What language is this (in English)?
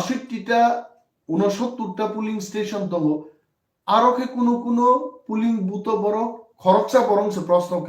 Kok Borok